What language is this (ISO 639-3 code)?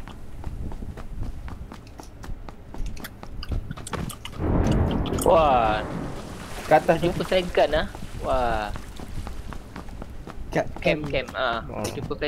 msa